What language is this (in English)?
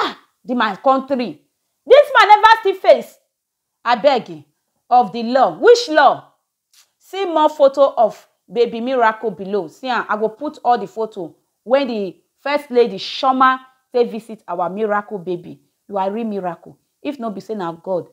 Nigerian Pidgin